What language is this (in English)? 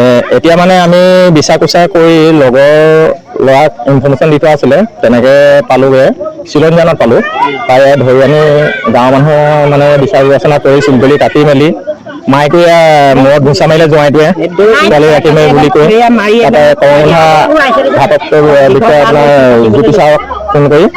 Assamese